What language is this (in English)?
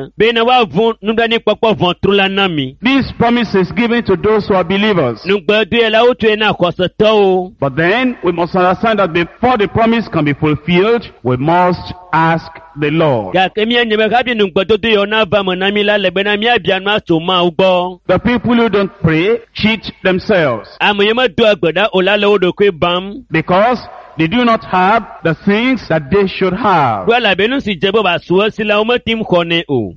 Ewe